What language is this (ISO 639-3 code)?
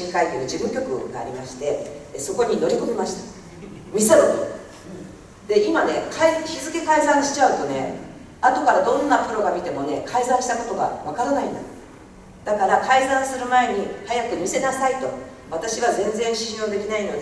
jpn